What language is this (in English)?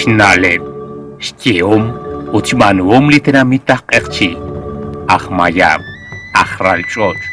Kekchí